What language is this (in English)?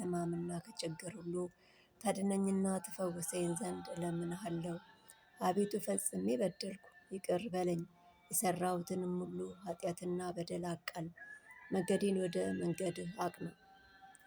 Amharic